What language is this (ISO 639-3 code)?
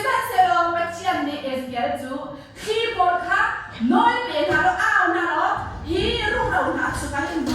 cnh